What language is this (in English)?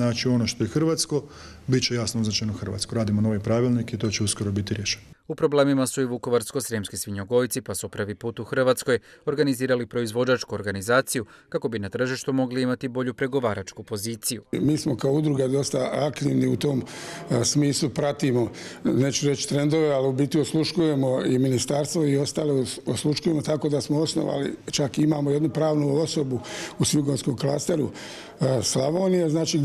Croatian